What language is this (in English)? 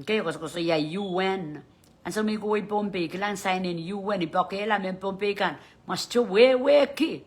Pohnpeian